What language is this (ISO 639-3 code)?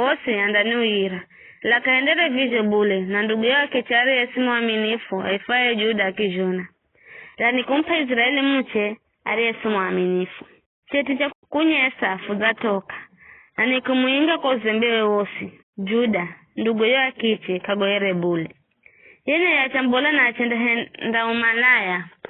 nyf